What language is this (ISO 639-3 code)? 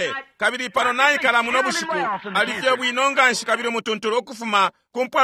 bem